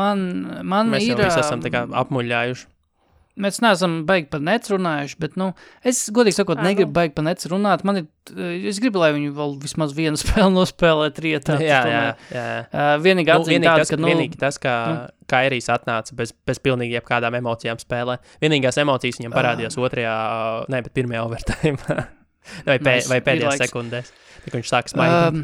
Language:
Latvian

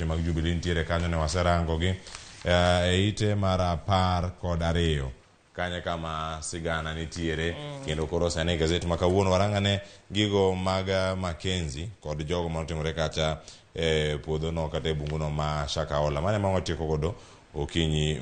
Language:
Luo (Kenya and Tanzania)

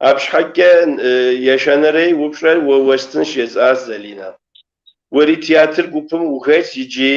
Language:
Kabardian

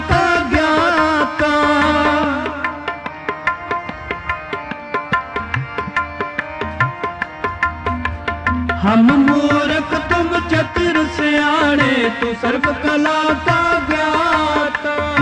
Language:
Punjabi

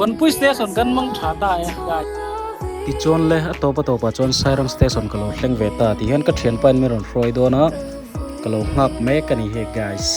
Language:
Mizo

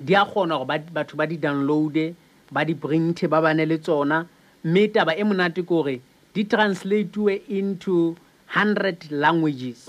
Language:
Southern Sotho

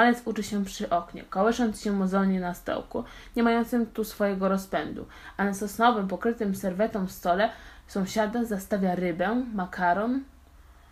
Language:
Polish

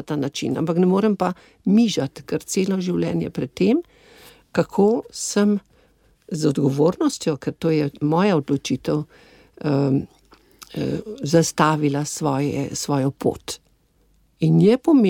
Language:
Slovenian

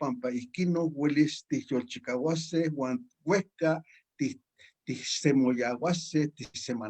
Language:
Eastern Huasteca Nahuatl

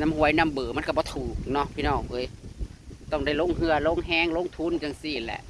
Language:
Northeastern Thai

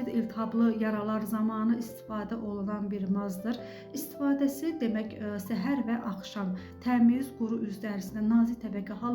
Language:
Azerbaijani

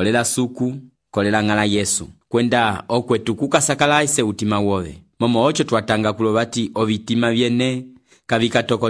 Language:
Umbundu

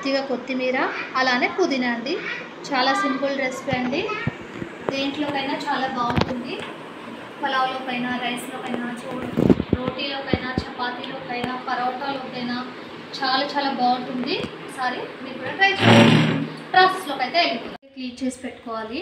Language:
Telugu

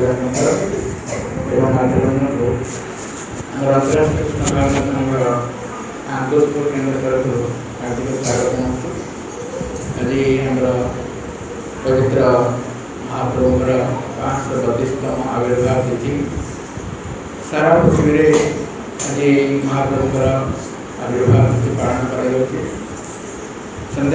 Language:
Odia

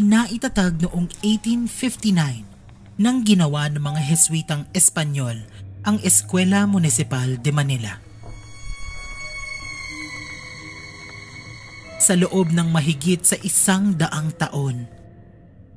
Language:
Filipino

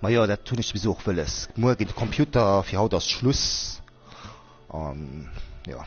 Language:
Luxembourgish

